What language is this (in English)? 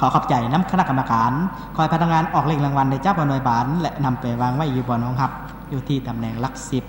Lao